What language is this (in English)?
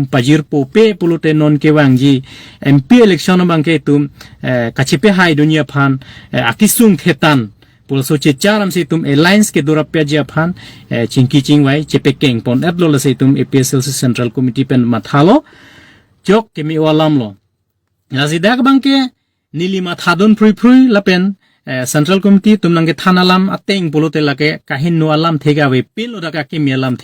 Karbi